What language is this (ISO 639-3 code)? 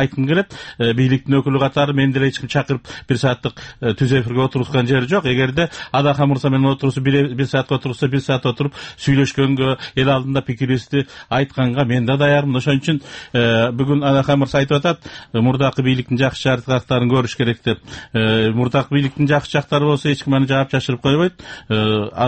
kir